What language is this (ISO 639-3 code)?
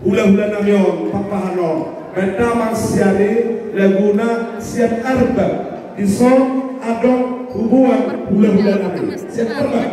bbc